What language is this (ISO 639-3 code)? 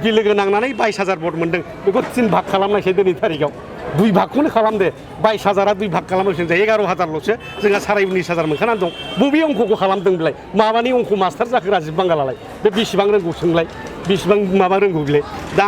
brx